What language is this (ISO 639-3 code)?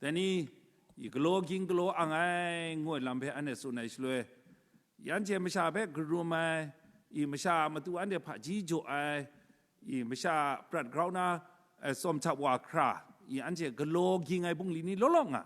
kac